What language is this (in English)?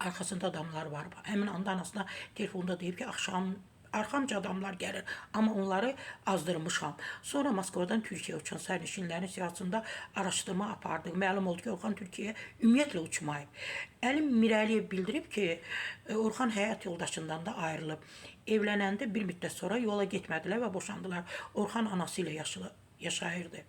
Azerbaijani